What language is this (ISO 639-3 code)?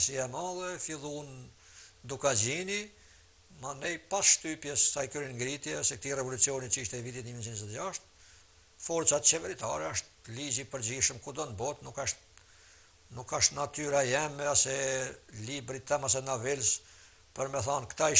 sqi